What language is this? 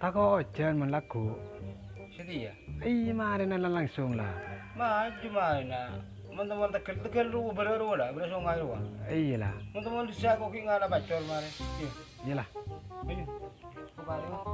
Madurese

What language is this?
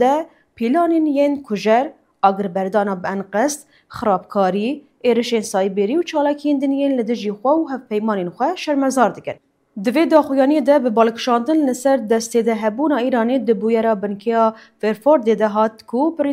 Kurdish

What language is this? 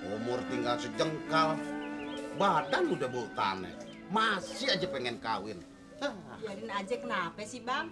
Betawi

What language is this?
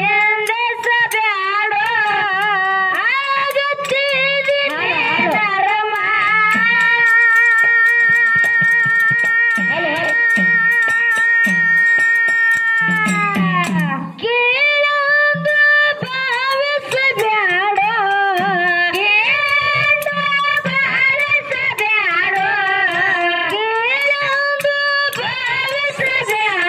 Kannada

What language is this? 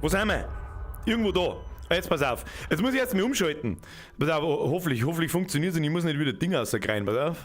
Bavarian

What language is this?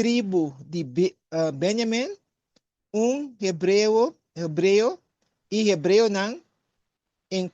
Papiamento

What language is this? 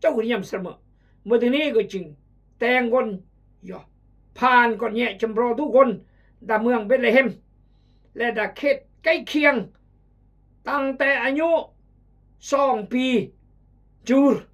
Khmu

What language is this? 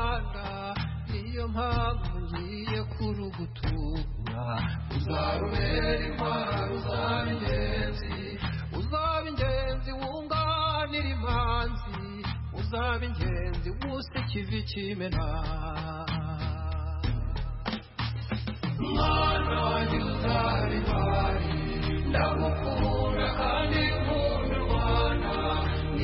Kinyarwanda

